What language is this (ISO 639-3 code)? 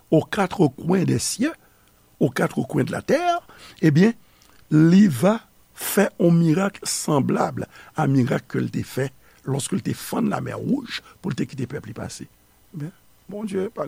hat